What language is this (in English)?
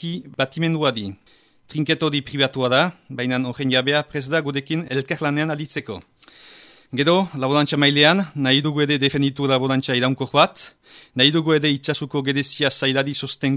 Basque